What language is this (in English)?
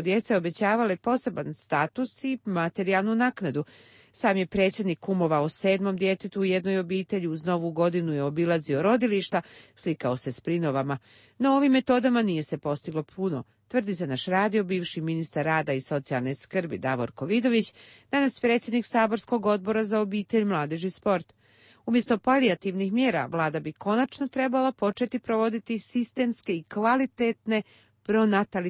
Croatian